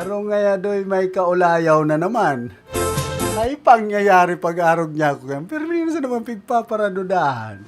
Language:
Bikol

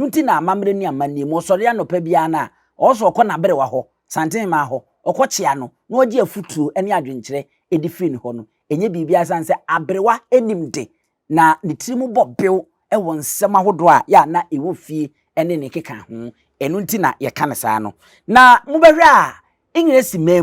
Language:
Akan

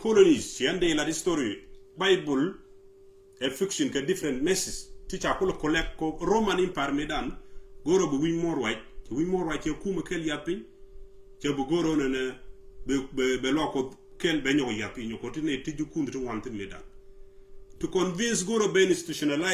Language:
Nuer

